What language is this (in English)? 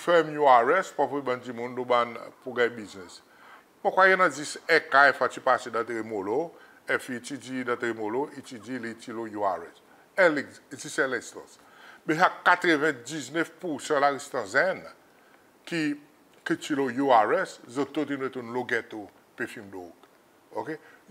Seselwa Creole French